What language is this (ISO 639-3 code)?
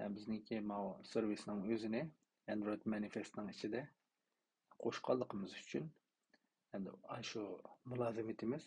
uig